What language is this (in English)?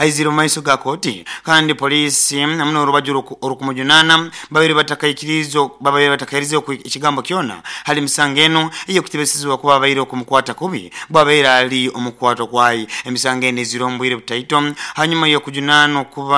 Nyoro